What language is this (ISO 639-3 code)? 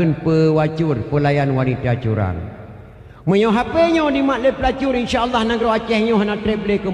ace